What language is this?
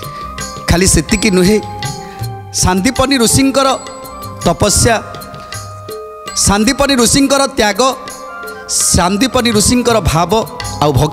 Odia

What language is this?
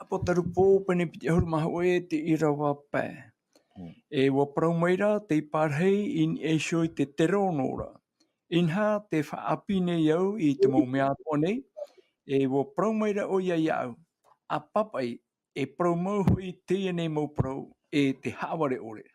Tahitian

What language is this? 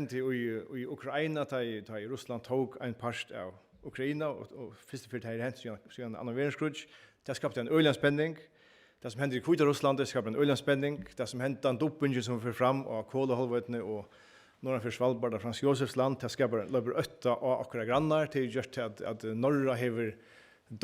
Faroese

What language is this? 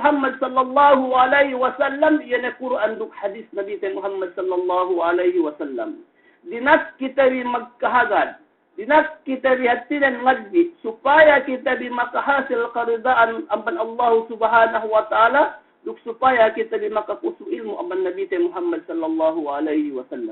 Yakan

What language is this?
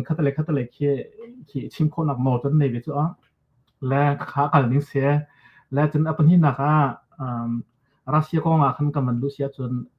Hakha Chin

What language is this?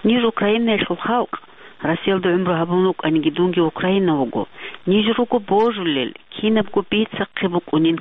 Avaric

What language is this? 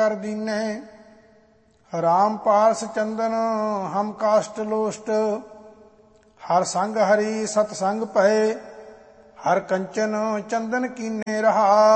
Punjabi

